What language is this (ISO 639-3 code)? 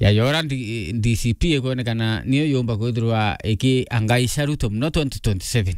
mer